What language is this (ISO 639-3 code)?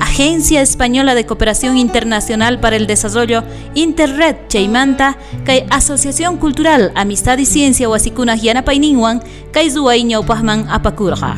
quh